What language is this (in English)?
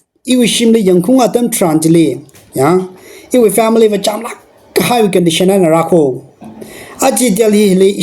Tangkhul Naga (India)